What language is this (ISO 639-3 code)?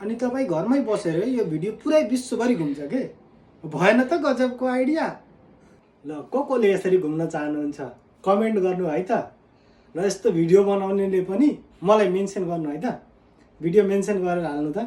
nep